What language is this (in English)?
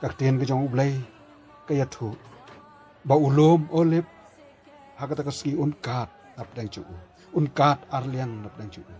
Khasi